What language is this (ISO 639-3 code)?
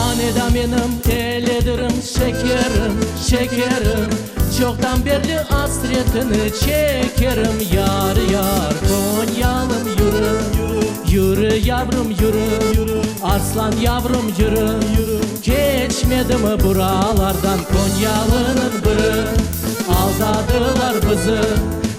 crh